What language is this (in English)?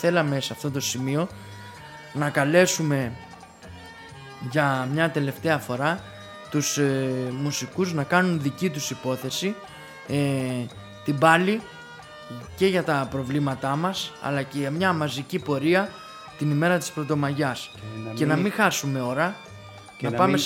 Greek